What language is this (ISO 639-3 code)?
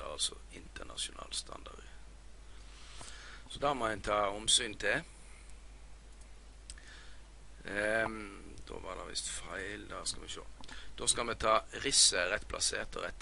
nor